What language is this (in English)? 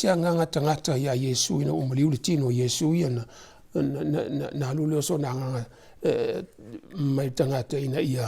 Samoan